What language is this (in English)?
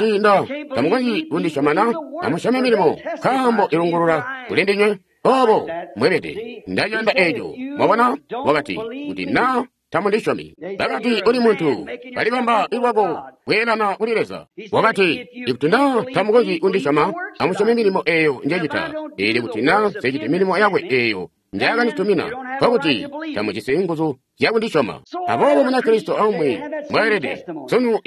Tonga (Zambia)